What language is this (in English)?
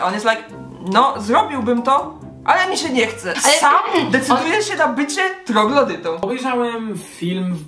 Polish